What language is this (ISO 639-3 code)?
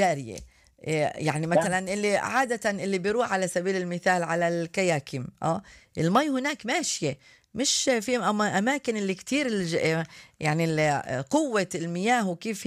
apc